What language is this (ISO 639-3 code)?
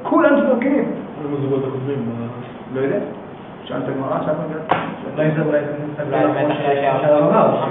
heb